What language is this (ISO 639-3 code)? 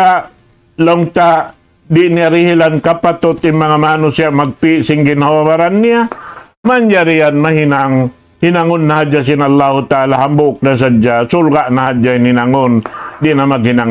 tsg